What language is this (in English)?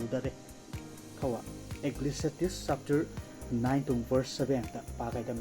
Rongmei Naga